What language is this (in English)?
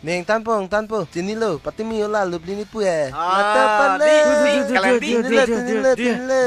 Karbi